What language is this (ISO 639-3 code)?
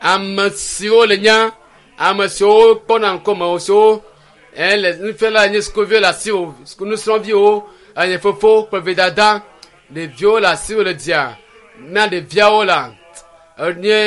ewe